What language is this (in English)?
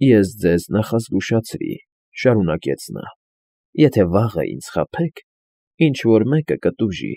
Armenian